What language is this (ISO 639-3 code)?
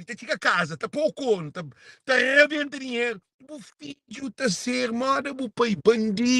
kea